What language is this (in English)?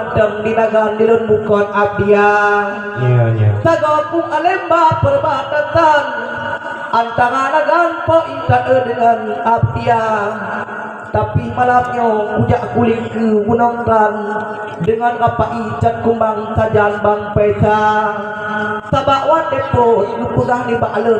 Achinese